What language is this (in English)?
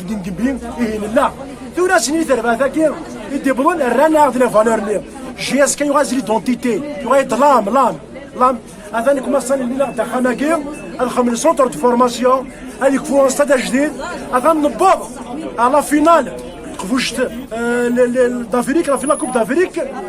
Kabyle